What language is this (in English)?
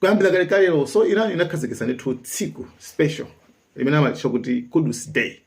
Nyanja